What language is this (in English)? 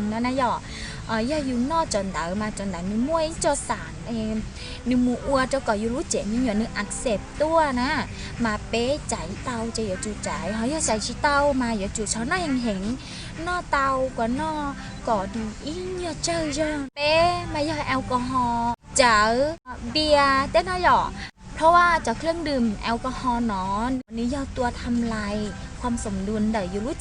Hmong